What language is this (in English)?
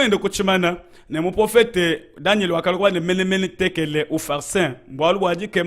Luba-Lulua